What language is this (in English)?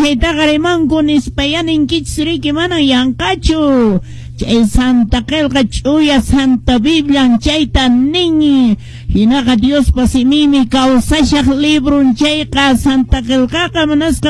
Quechua